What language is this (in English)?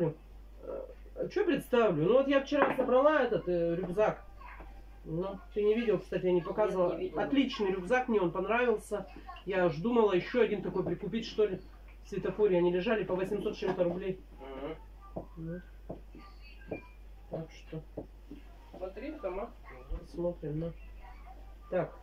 Russian